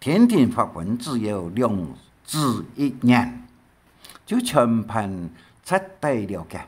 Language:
Hakka Chinese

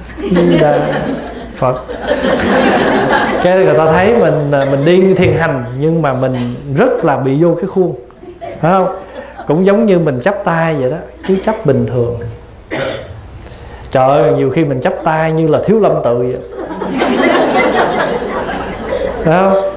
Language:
Vietnamese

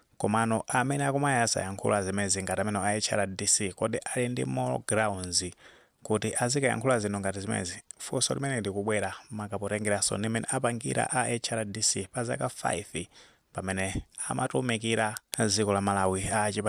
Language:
Nyanja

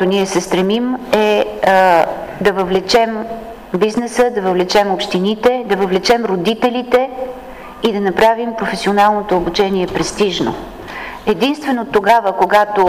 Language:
Bulgarian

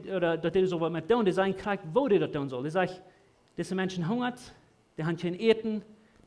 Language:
Plautdietsch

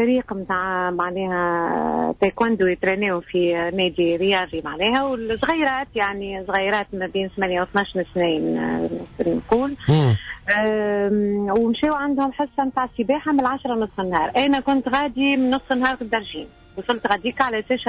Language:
Tunisian Arabic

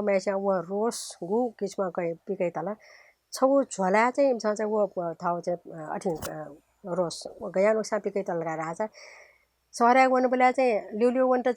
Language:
Newari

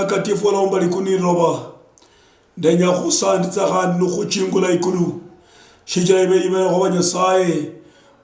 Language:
Luyia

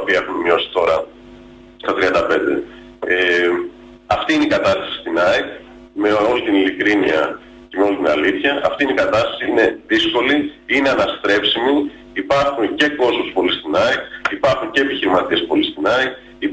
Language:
Greek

